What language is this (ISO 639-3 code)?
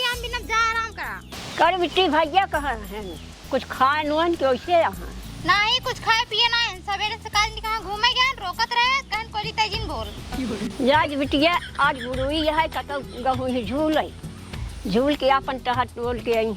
awa